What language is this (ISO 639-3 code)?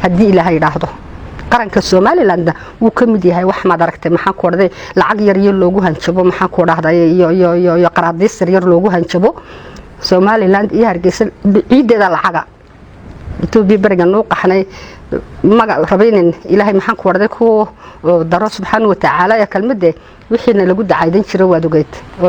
som